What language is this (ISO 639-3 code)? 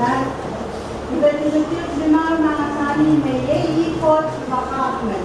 pon